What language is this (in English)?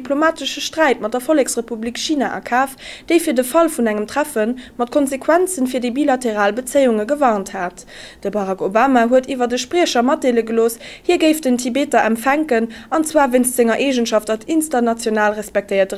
Luxembourgish